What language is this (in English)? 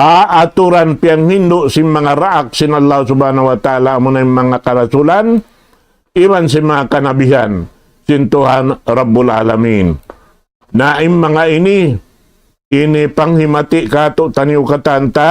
Tausug